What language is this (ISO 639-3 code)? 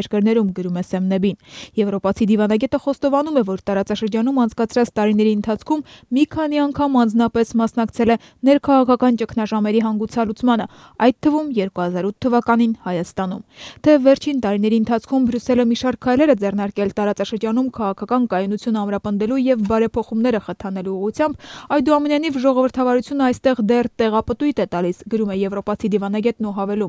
hye